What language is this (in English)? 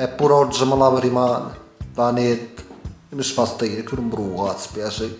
Neapolitan